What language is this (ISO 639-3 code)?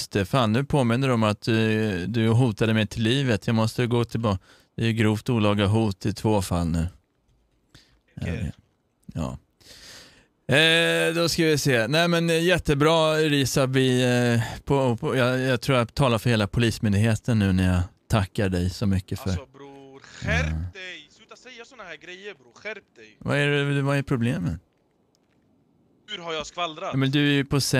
swe